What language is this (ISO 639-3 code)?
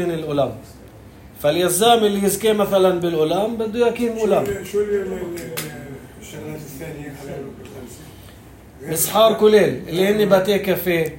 apc